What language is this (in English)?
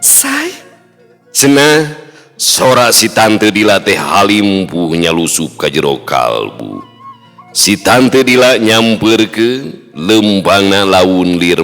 Sundanese